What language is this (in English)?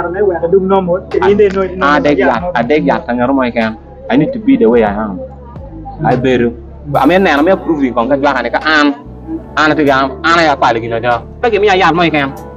Acoli